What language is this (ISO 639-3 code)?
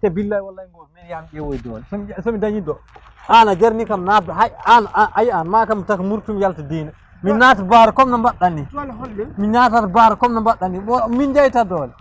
ful